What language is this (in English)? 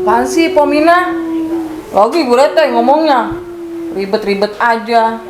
Betawi